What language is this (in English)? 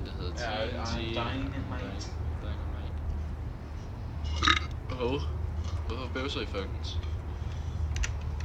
Danish